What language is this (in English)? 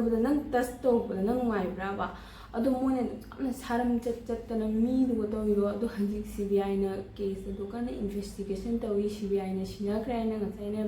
Manipuri